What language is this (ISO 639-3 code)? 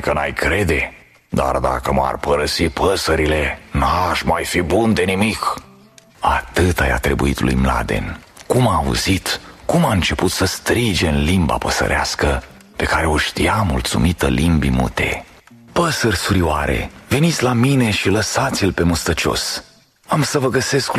ron